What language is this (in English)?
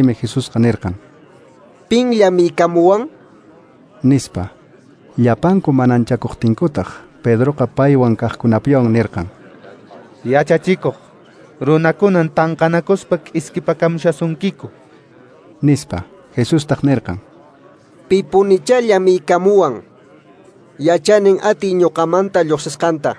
Quechua